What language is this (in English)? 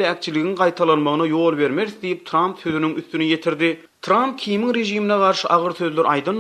Turkmen